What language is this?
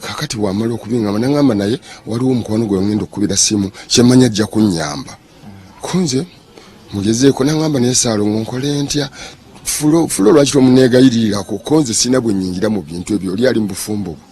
Ganda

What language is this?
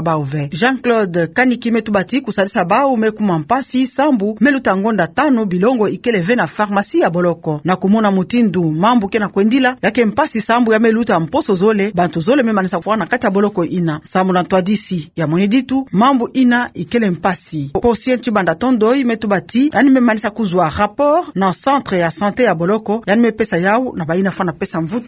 Kituba (Democratic Republic of Congo)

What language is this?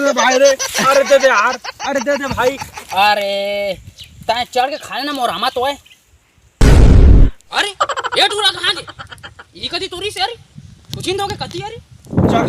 Chhattisgarhi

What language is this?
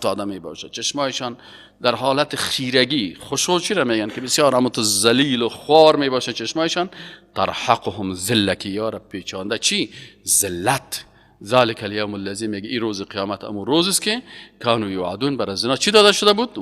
Persian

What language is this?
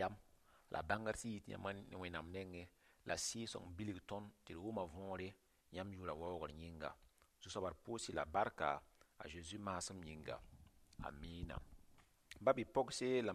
Mossi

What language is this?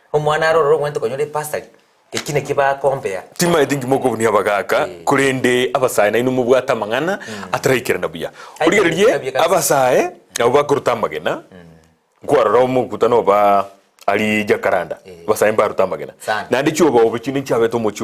Gusii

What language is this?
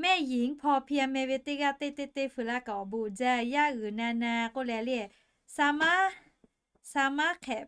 Lahu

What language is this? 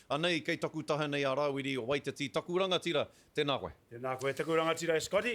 Māori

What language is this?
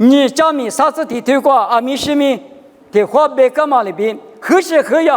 Lisu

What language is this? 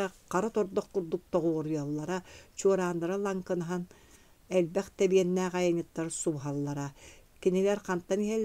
Yakut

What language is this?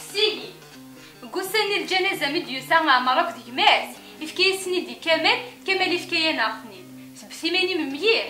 Kabyle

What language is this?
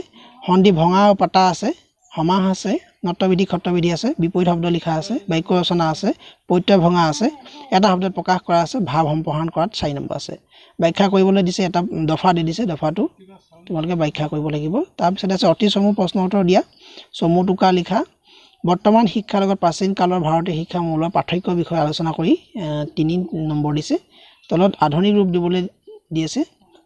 Assamese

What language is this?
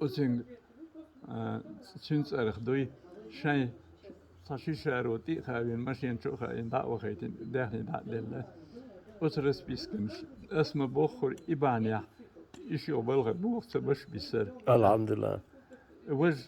Chechen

